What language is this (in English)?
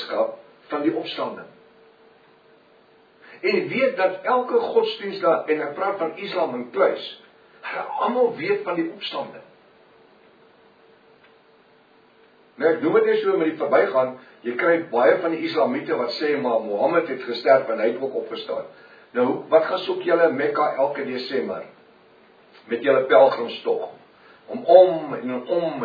Afrikaans